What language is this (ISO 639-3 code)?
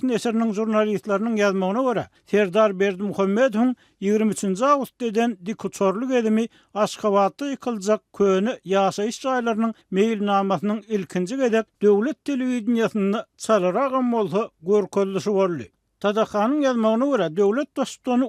tuk